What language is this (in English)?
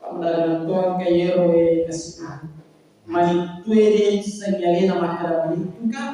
Buginese